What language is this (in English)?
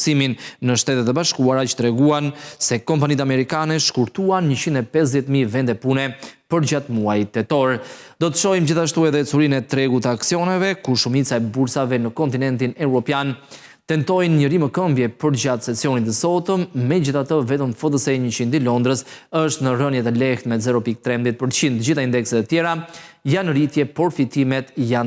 Albanian